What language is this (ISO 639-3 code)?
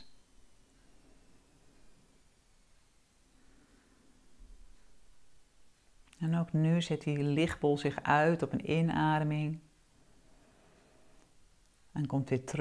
nld